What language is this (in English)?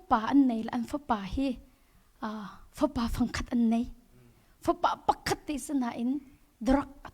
Hakha Chin